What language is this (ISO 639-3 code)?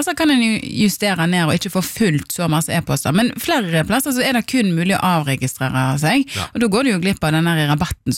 nor